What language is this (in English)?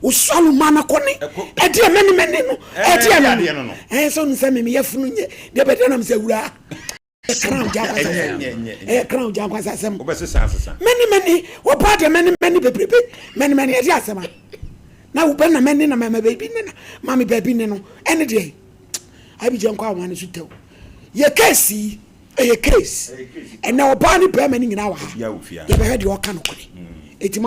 Akan